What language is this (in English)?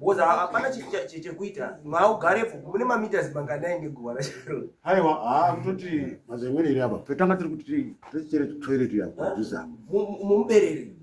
Shona